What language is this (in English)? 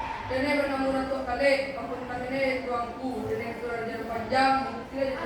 Minangkabau